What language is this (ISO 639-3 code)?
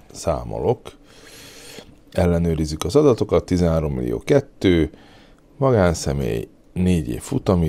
hun